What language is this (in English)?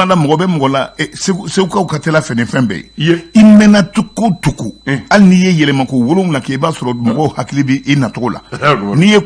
Bambara